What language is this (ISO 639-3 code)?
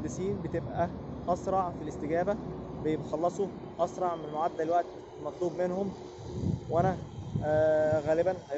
arz